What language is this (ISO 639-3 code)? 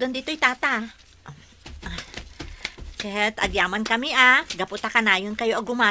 ilo